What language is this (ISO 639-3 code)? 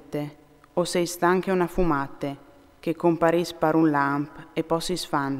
fur